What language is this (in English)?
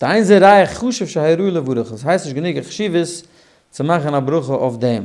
Yiddish